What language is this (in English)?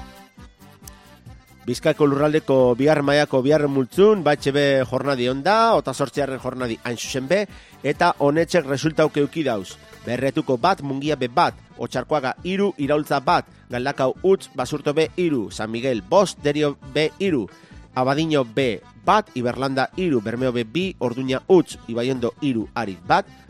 Basque